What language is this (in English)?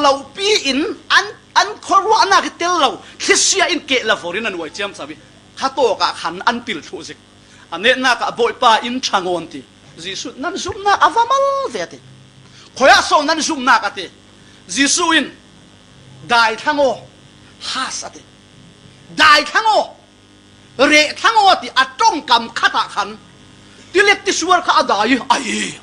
Falam Chin